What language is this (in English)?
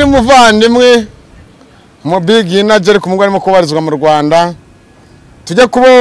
Kinyarwanda